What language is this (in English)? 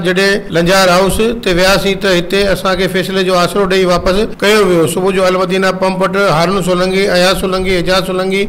Sindhi